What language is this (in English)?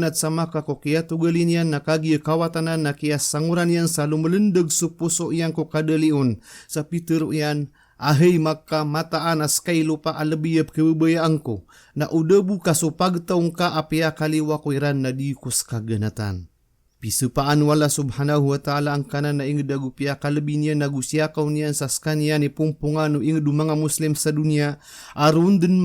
Maranao